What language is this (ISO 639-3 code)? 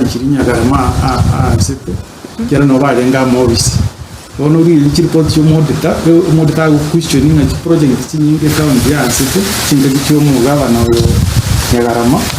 guz